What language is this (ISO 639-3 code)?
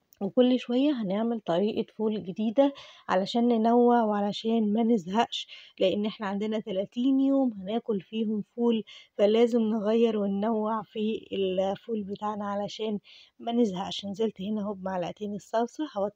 arz